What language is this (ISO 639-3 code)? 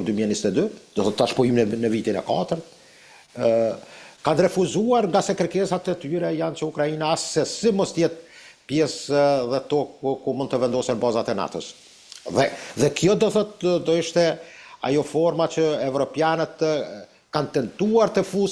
sqi